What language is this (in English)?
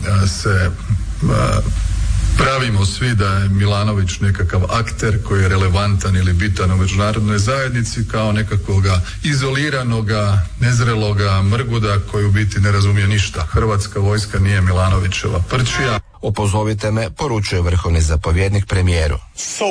Croatian